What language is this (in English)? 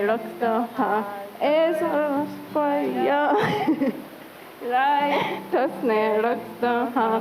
Mohawk